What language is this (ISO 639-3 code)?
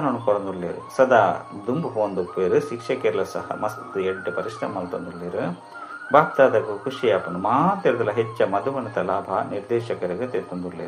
tcy